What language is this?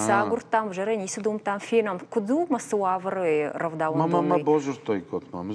Ossetic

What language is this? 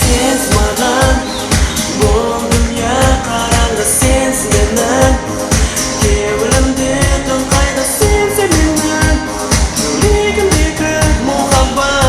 Kara-Kalpak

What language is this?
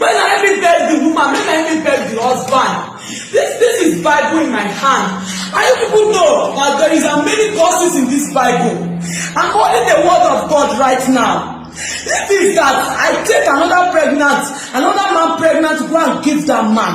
Nigerian Pidgin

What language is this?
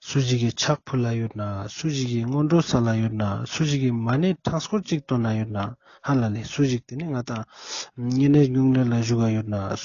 Ladakhi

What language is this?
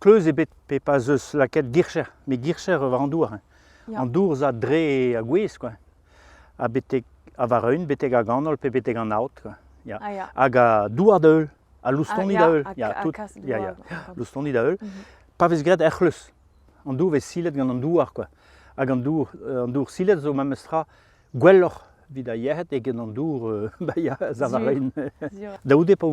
Breton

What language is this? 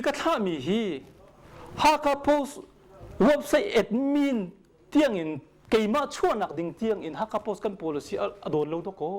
Hakha Chin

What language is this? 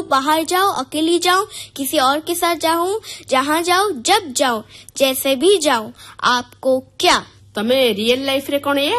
Odia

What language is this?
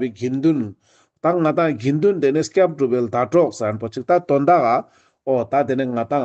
Ladakhi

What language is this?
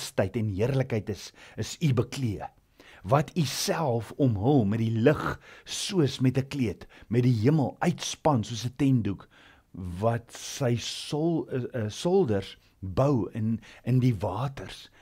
Afrikaans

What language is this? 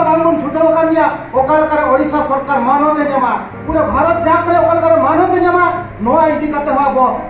Santali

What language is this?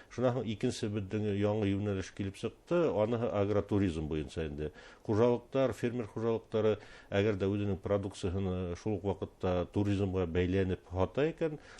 Bashkir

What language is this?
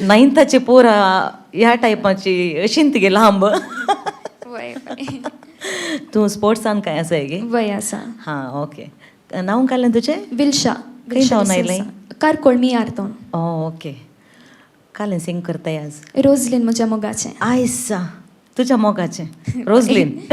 Konkani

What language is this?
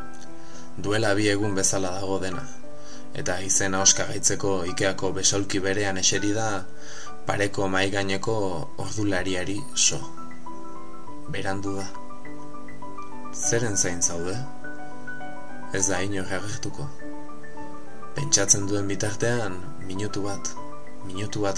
Basque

